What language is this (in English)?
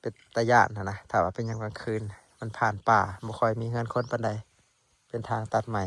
Northeastern Thai